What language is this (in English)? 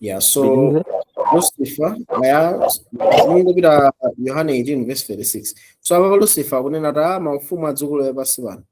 Nyanja